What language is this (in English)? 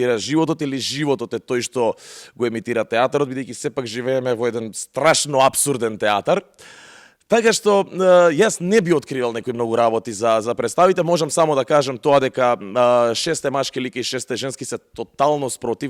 Macedonian